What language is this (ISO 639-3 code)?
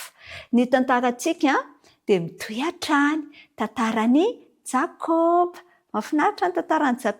mlg